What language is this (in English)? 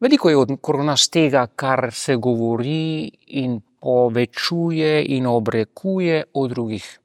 Slovenian